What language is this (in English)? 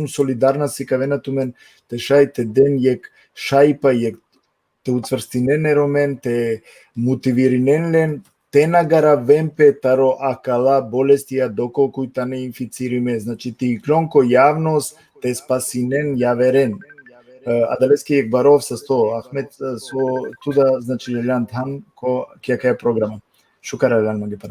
Balkan Romani